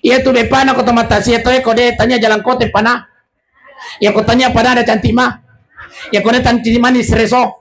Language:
Buginese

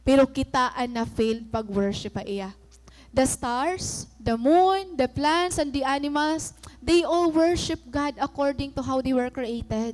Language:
Waray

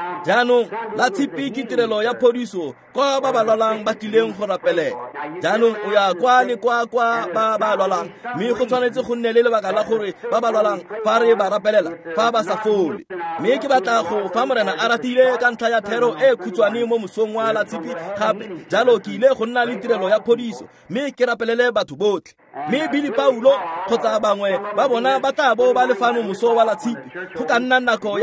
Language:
Tswana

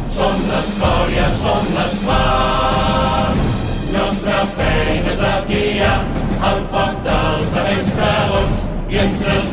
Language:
Catalan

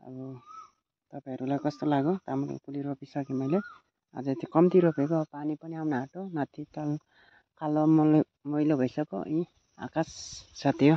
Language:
Nepali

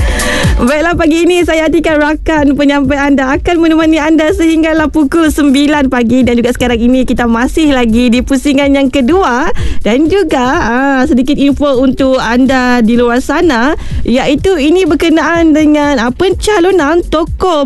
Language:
Malay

